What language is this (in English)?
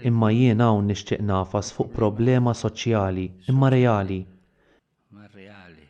Maltese